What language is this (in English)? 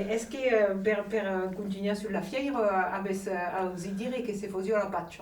Occitan